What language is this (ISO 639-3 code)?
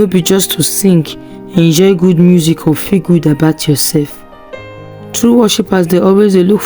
pcm